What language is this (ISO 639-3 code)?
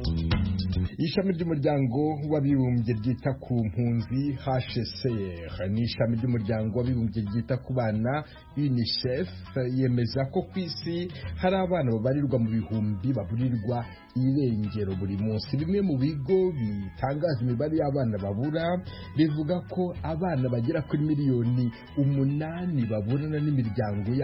kin